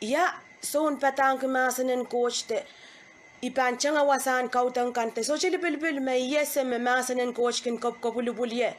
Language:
Pohnpeian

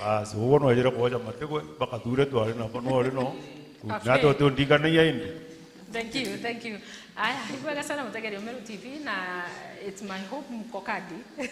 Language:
Meru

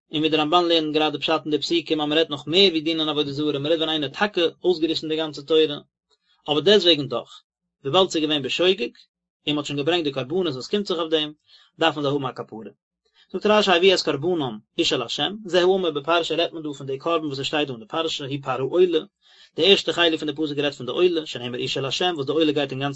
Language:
Yiddish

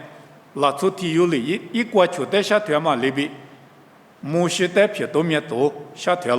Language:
Lisu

